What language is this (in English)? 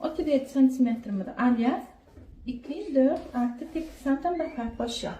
Turkmen